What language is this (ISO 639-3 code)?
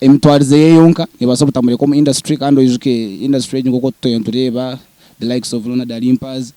nyn